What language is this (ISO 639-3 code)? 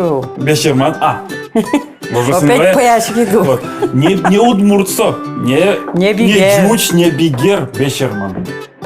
udm